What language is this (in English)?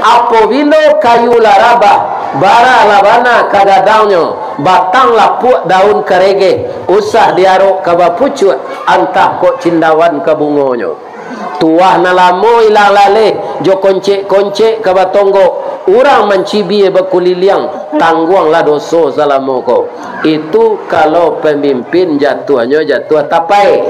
Minangkabau